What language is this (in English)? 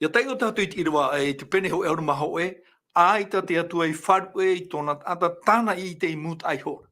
Tahitian